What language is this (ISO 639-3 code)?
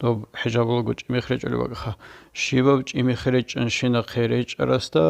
ava